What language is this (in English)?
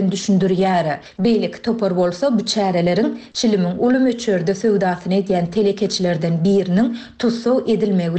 Turkmen